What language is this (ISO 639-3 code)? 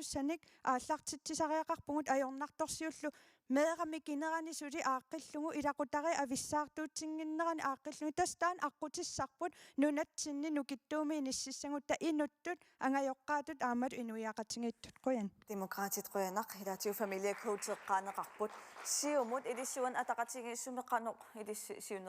kal